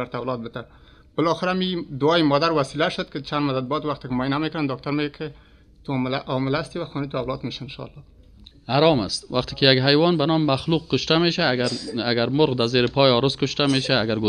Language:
Persian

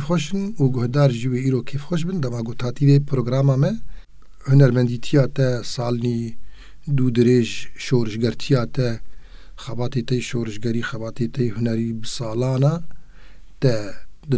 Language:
Kurdish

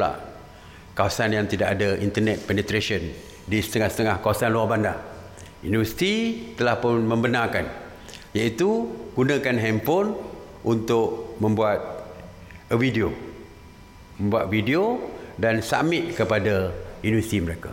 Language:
Malay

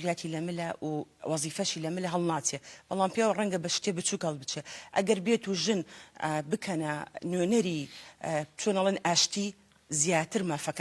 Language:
Central Kurdish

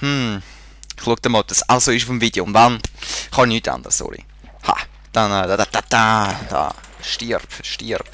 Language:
Swiss German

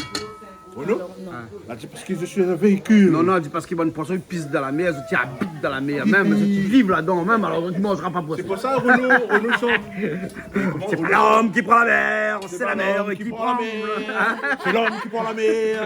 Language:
Réunion Creole French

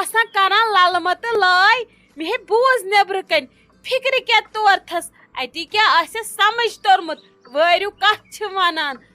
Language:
Kashmiri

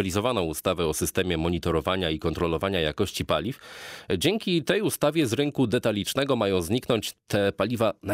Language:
Polish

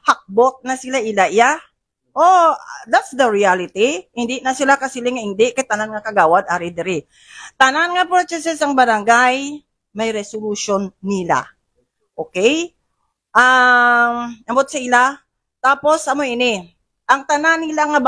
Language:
Hiligaynon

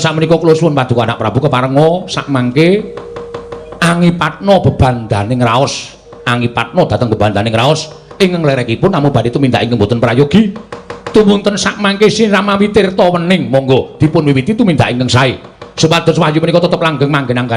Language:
Javanese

